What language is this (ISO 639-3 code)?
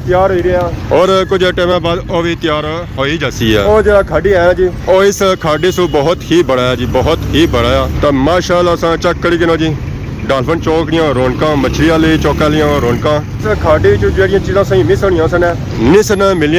phr